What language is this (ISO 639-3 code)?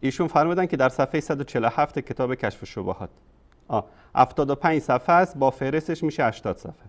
fas